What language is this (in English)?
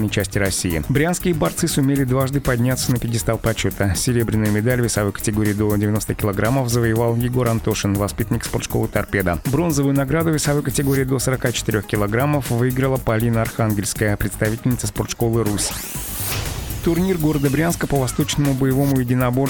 Russian